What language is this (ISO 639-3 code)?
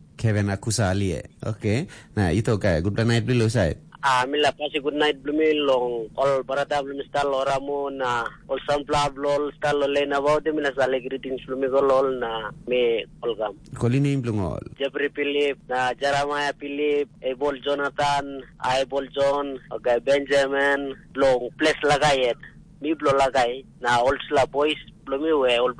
tpi